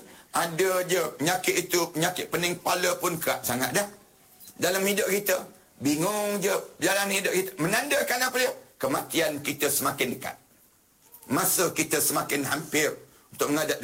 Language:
Malay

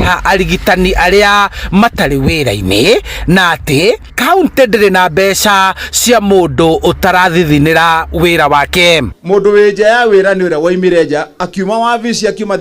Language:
Kikuyu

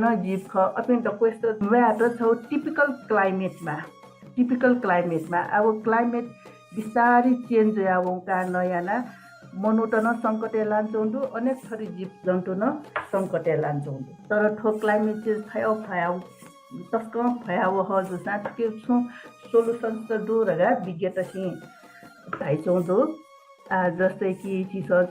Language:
Newari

